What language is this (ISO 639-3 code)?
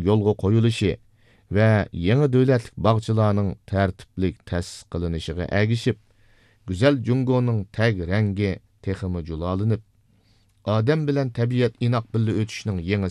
uig